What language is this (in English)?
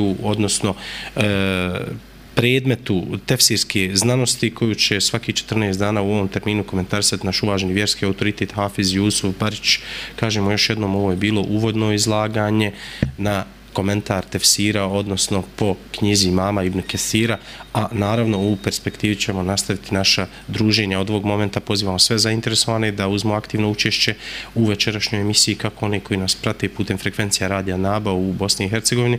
Bosnian